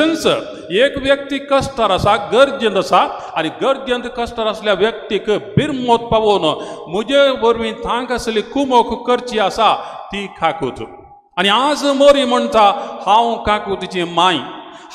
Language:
Konkani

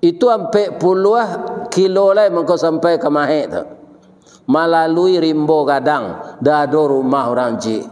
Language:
Minangkabau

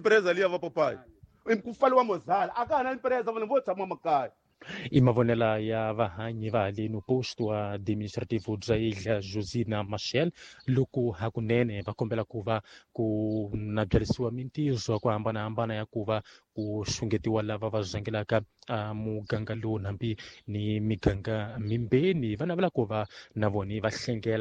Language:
Tsonga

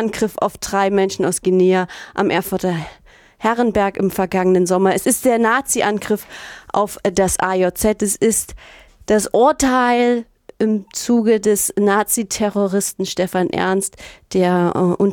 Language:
German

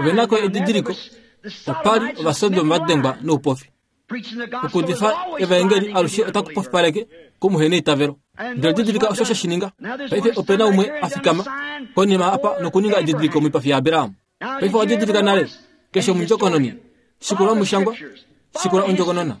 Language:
Kuanyama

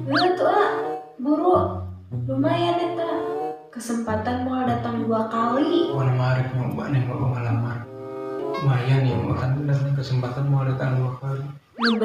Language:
Sundanese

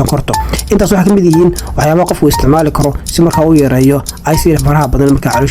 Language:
Somali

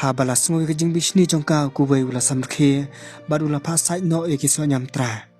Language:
Khasi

